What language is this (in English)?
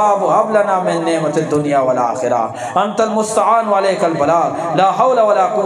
Eastern Balochi